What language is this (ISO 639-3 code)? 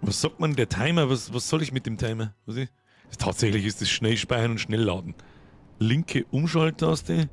bar